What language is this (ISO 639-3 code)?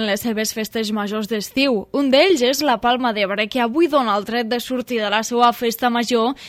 cat